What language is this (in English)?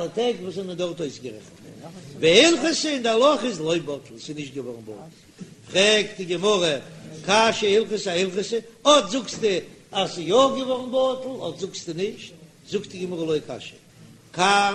Yiddish